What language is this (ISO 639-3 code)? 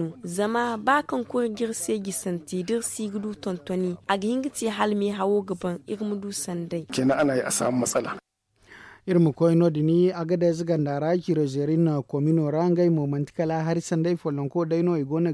dje